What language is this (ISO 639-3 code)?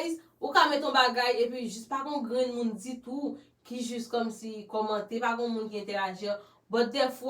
hat